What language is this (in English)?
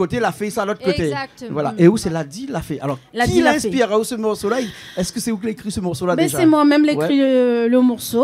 Réunion Creole French